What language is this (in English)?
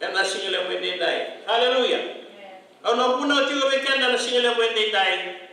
Fijian